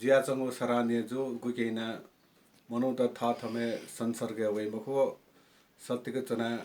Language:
Newari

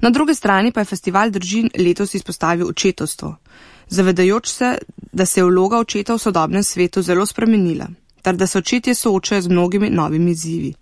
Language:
Slovenian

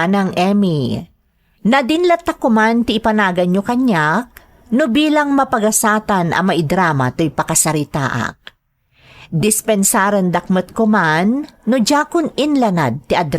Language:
Iloko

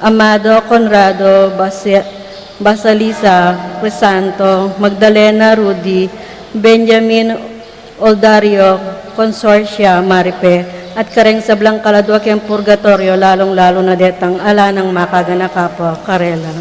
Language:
Pampanga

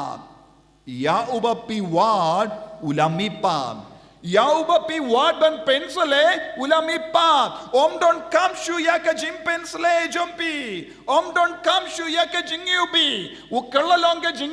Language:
Khasi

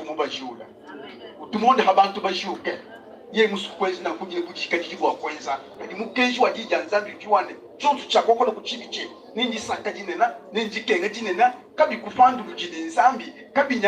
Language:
Luba-Lulua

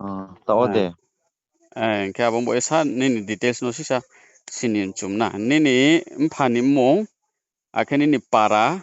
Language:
Riang (India)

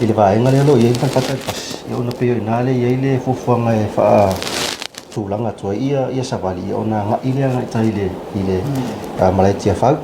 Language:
Samoan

